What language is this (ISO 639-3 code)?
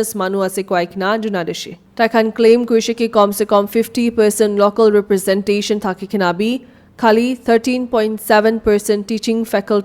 nag